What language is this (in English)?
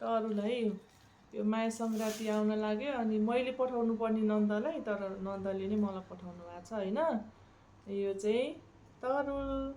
Nepali